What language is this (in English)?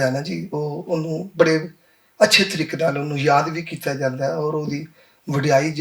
Western Panjabi